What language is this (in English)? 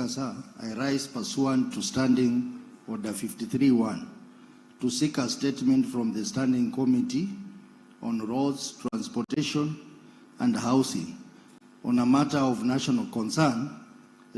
Gusii